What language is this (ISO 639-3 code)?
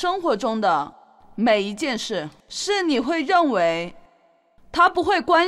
zho